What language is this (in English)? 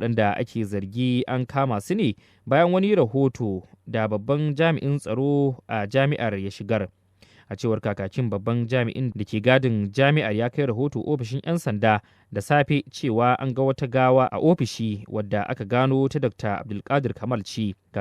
Hausa